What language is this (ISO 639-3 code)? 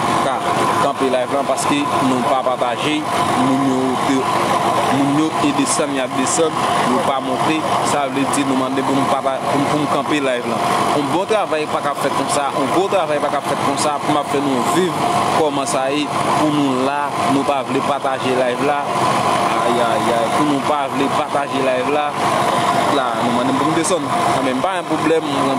hat